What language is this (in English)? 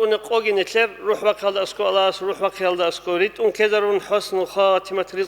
Avaric